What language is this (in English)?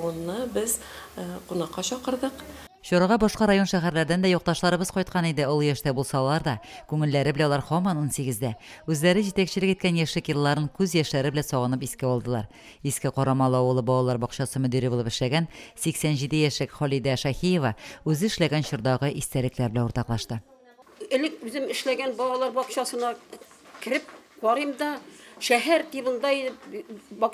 Tatar